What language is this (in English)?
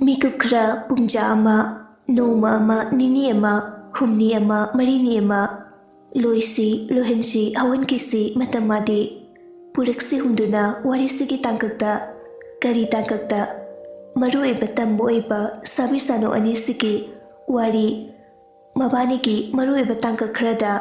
Manipuri